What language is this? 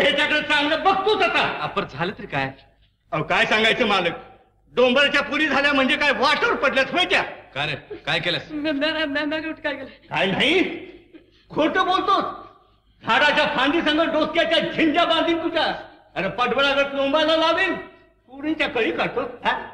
Marathi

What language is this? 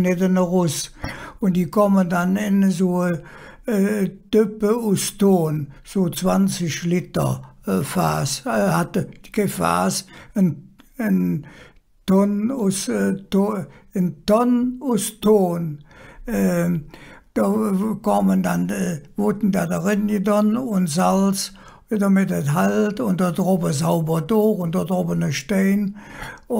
Colognian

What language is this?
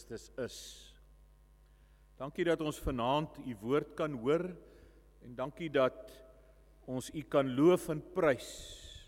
Afrikaans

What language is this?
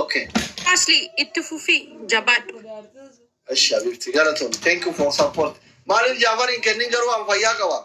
Oromo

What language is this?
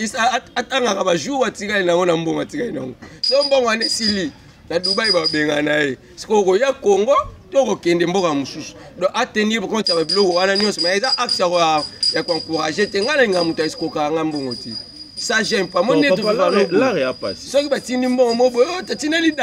Lingala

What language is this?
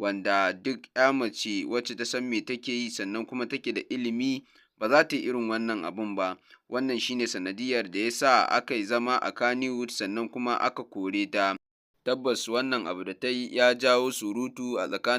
Hausa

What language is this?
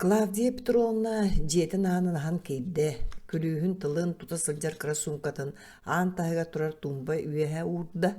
Yakut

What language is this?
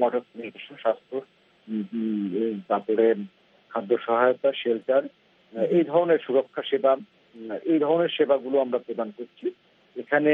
Bangla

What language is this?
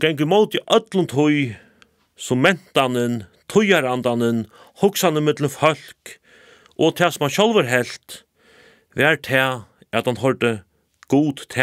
Faroese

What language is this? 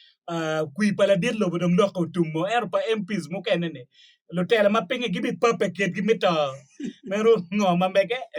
Acoli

